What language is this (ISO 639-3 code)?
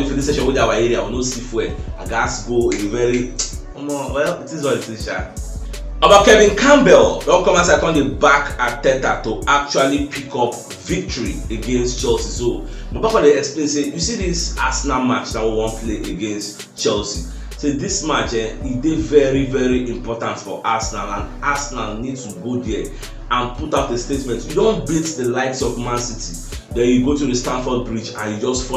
pcm